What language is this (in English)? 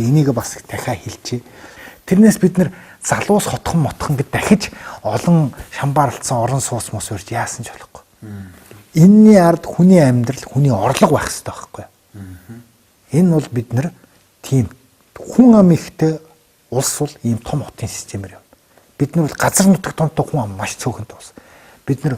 Mongolian